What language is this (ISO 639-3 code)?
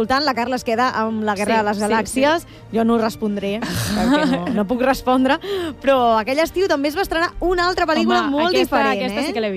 cat